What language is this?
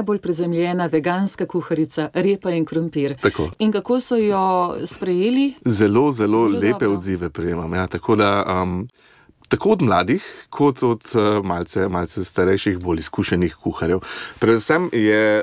Slovenian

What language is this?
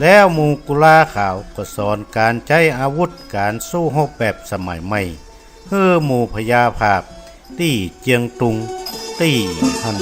Northern Thai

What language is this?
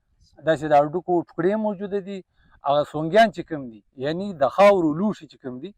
Pashto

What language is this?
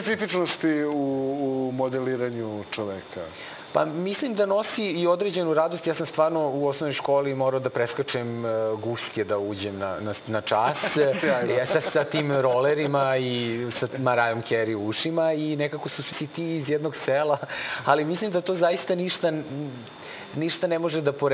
Serbian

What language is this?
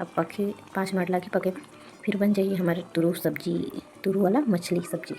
Chhattisgarhi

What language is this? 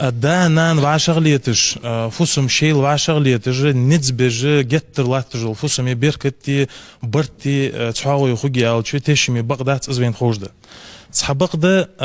Ingush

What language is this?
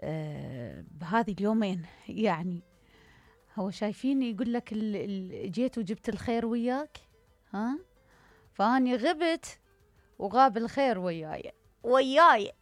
Mesopotamian Arabic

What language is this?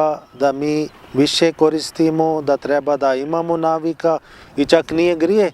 Bosnian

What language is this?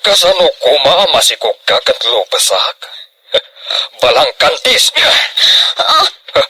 Iloko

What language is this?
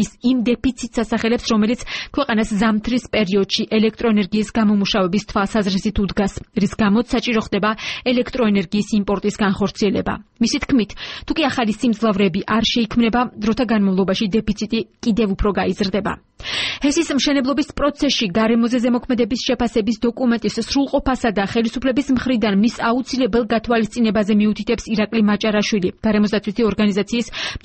Georgian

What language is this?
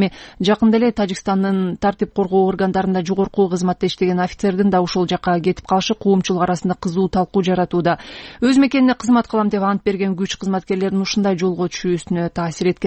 Kyrgyz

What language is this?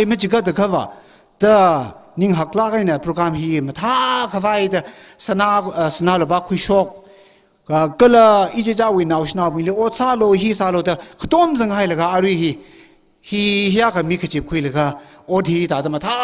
Tangkhul Naga (India)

